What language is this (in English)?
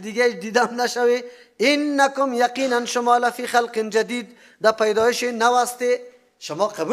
Persian